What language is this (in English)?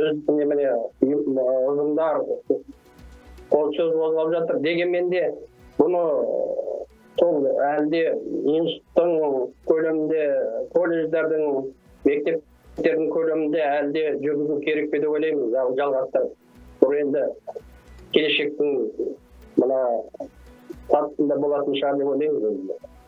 Kazakh